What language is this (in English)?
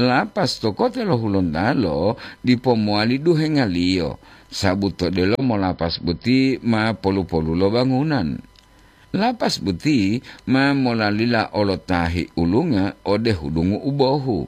Gorontalo